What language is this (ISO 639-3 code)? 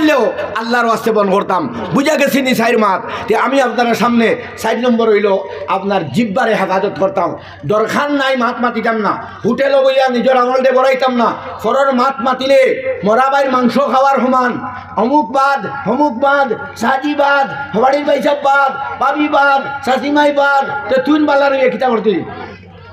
syl